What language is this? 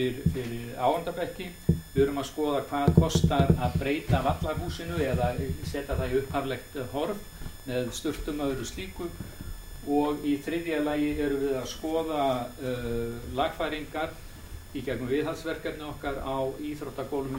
Icelandic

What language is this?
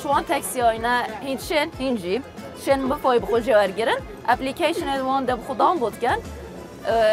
Kurdish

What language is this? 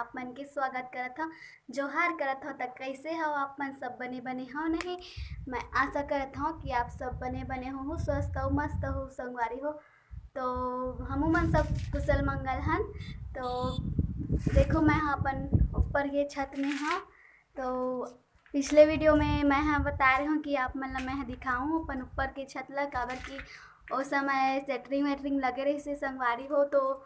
Chhattisgarhi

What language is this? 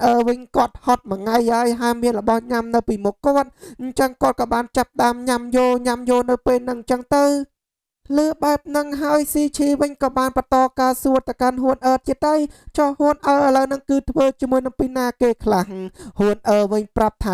Khmer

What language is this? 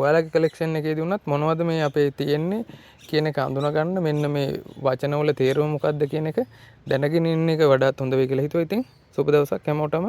Sinhala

